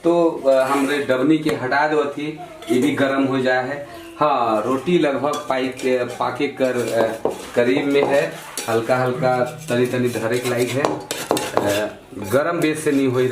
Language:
Sadri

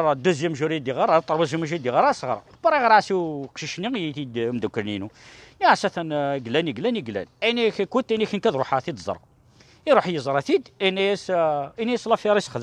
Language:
Kabyle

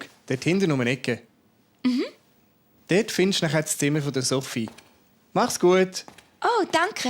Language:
Swiss German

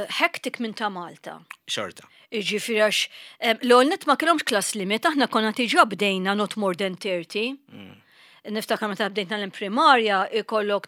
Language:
Maltese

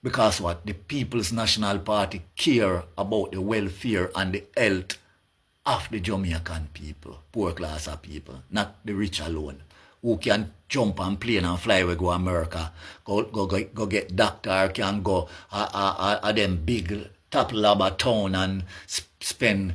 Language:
Jamaican Creole English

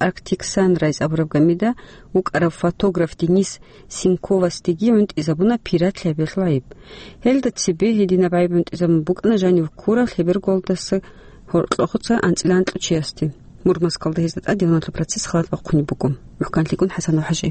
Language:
Avaric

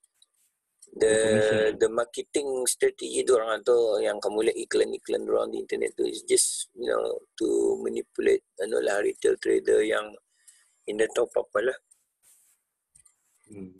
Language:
Malay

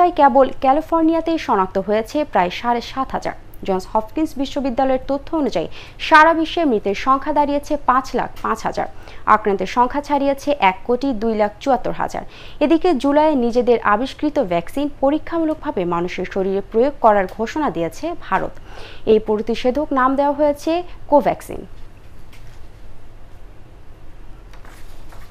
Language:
Bangla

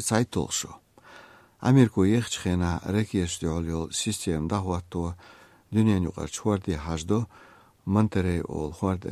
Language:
Chechen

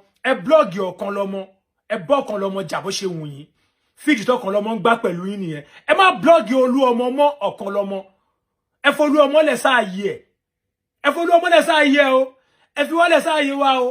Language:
Yoruba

